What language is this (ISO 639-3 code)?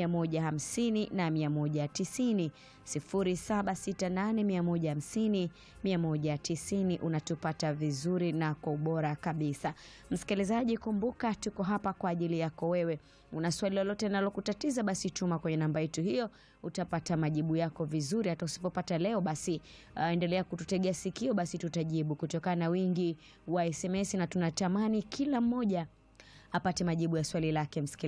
swa